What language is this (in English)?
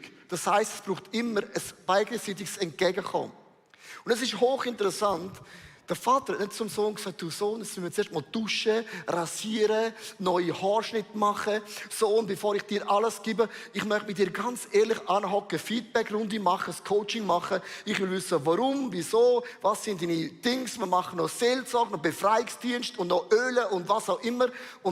Swiss German